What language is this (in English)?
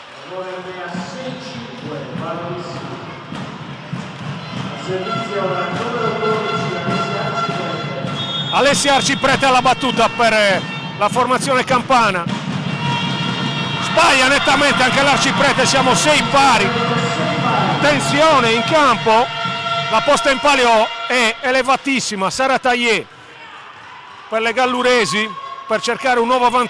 Italian